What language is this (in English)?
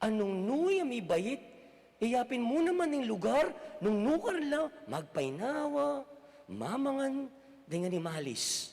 Pampanga